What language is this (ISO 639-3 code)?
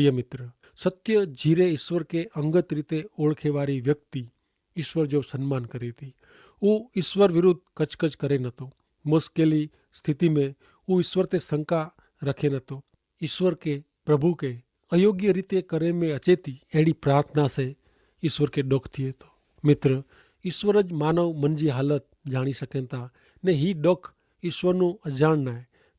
kfr